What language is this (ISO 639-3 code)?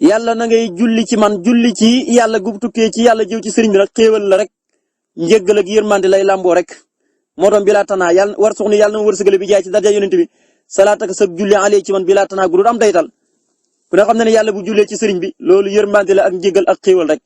wol